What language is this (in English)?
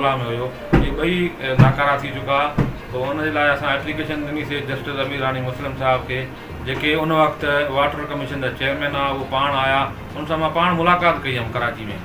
Sindhi